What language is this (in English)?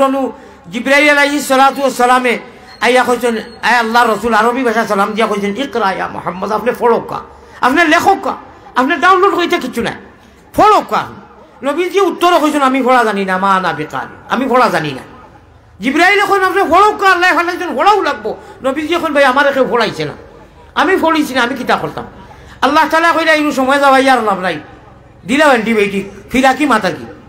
Sylheti